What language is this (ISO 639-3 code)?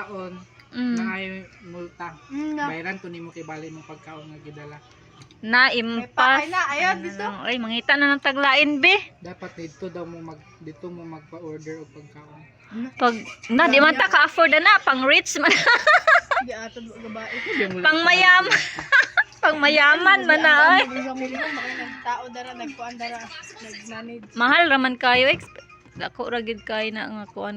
ceb